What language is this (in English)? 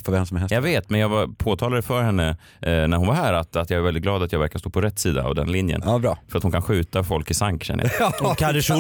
Swedish